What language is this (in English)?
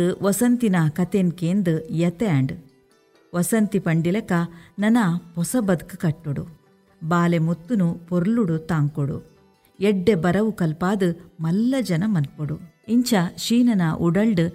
Tulu